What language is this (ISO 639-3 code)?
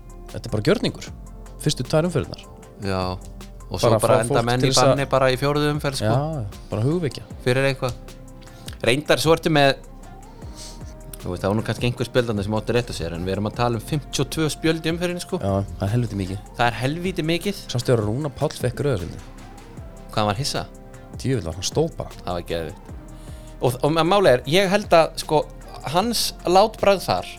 isl